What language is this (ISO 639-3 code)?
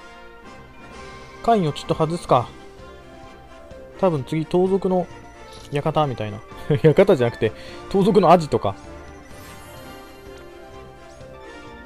jpn